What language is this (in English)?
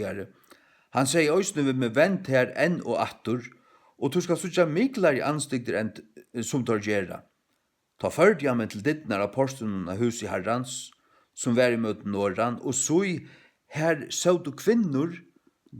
Faroese